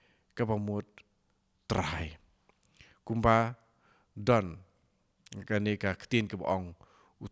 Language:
Khasi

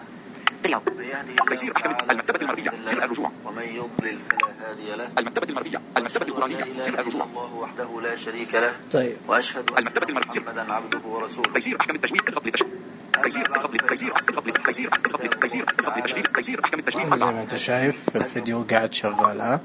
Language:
Najdi Arabic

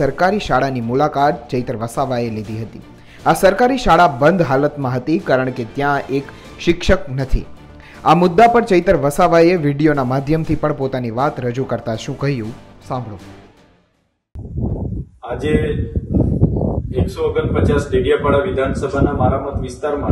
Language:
Gujarati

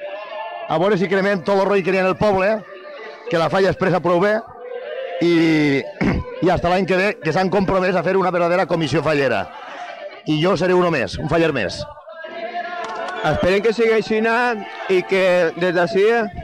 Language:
Catalan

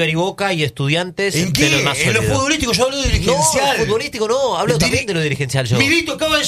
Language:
Spanish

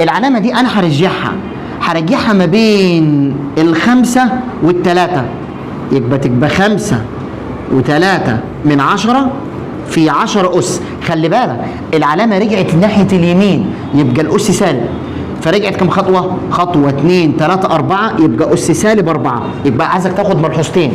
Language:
Egyptian Arabic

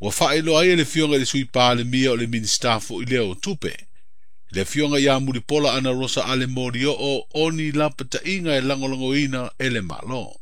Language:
Samoan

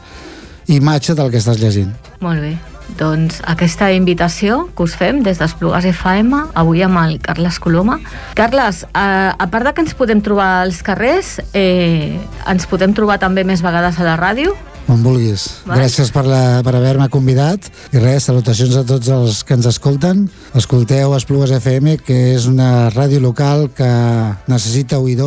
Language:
Catalan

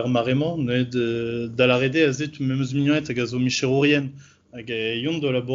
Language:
Breton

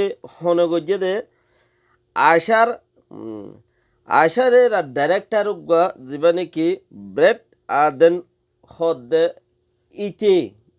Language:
Rohingya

